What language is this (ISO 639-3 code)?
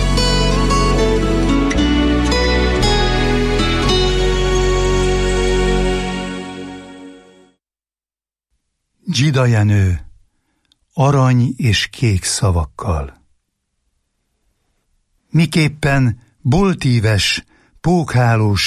hun